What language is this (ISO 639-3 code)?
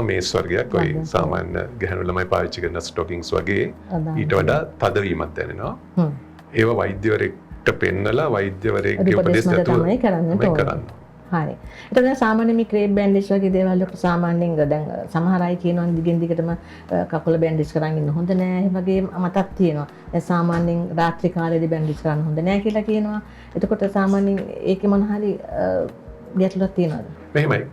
sin